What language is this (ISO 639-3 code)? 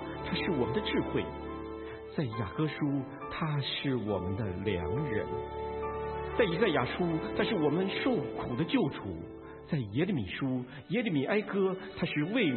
zho